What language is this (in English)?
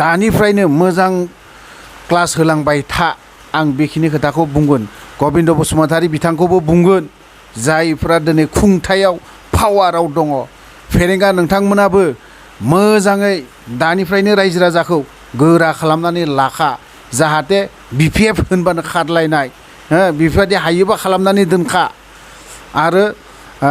Bodo